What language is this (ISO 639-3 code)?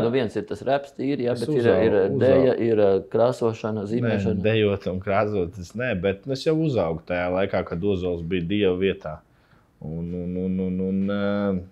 lav